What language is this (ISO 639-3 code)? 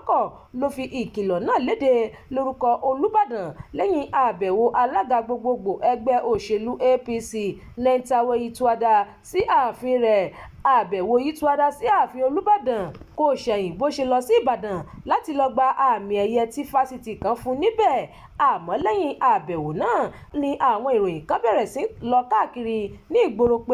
yor